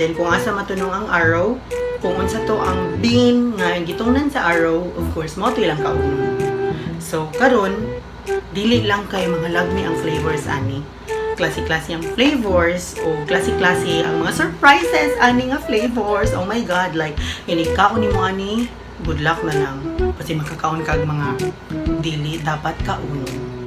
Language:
Cebuano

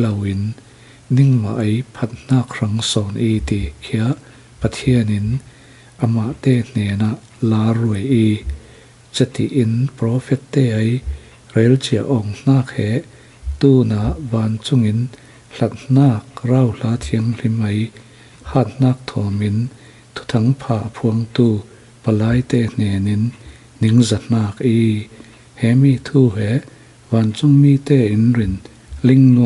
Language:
Falam Chin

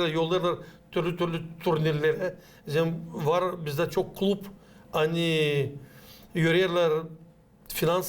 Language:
Gagauz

